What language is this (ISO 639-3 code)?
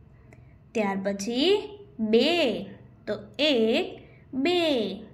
guj